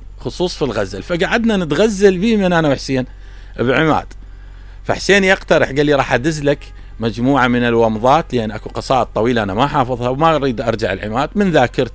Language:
Mesopotamian Arabic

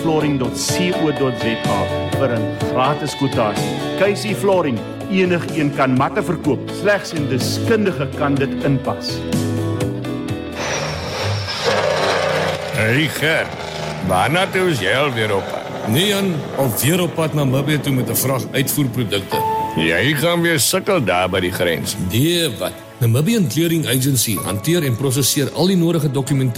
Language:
Afrikaans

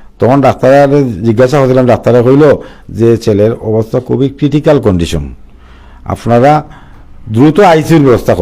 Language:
Sylheti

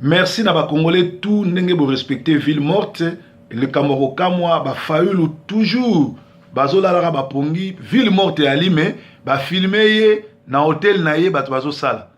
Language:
Lingala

